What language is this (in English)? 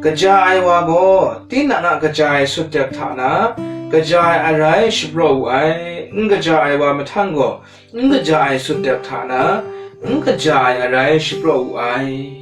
Kachin